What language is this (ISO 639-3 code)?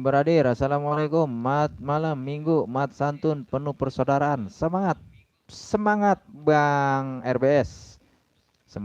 bew